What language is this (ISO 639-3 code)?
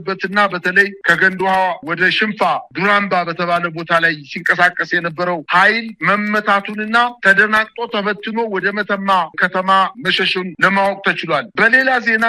amh